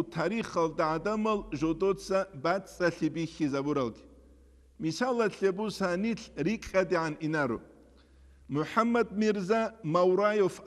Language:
Avaric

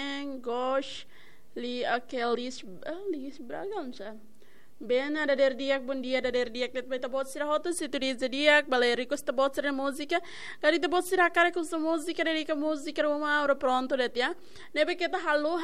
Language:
Tetum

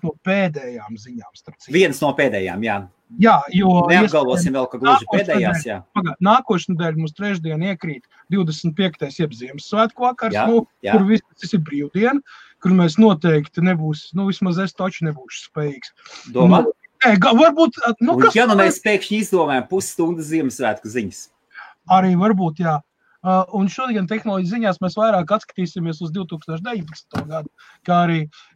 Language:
Latvian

